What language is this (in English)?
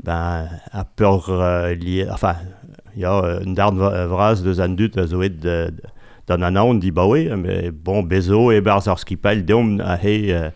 Breton